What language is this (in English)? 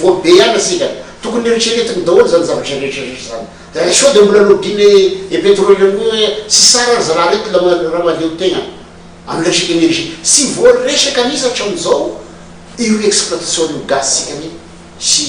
Malagasy